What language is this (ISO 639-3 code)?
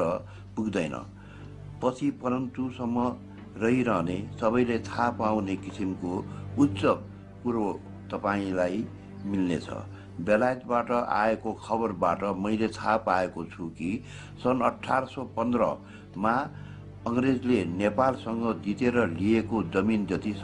nep